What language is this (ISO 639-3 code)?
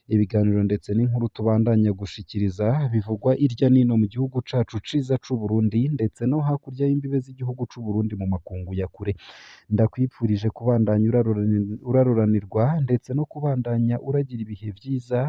run